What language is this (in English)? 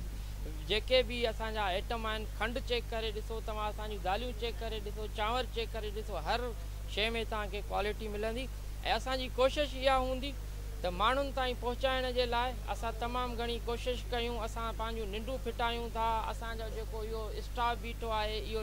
Sindhi